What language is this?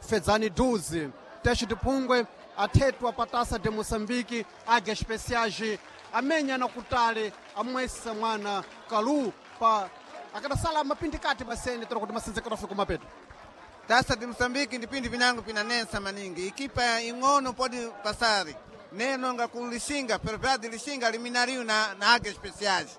Sena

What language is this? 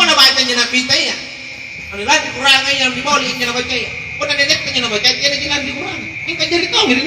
Makasar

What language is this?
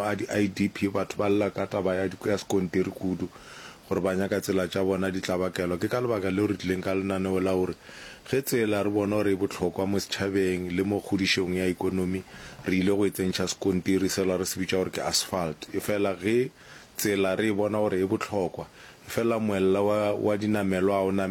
Northern Sotho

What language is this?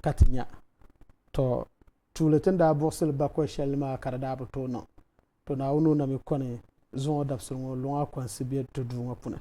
Dagbani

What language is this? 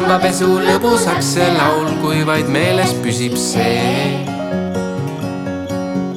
Estonian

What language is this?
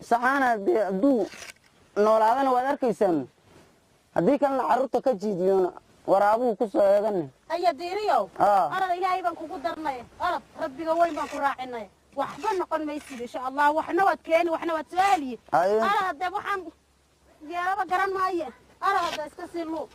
Somali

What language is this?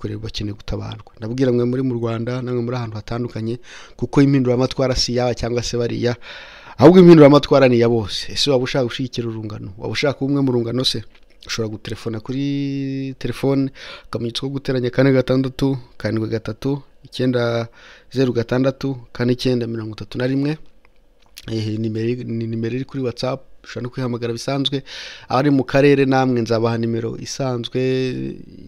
Kinyarwanda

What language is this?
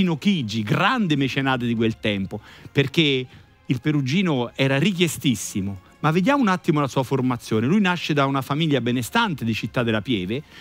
Italian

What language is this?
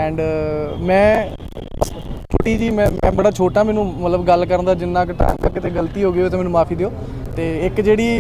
Punjabi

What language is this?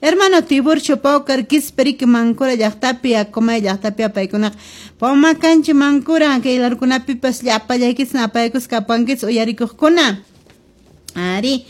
Quechua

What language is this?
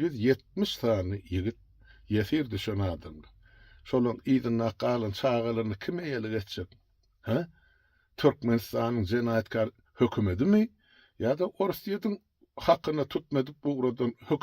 Turkmen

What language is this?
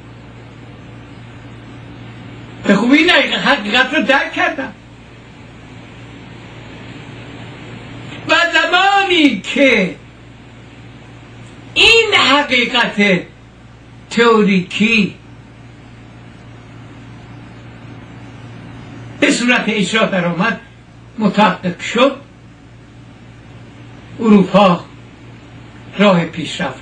Persian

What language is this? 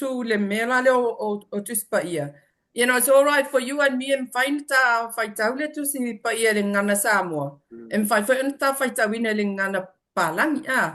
Samoan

